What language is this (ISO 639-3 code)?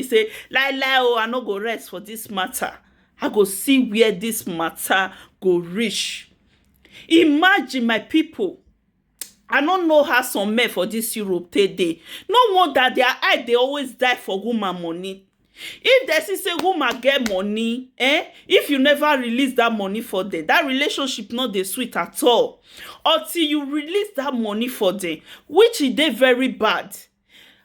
pcm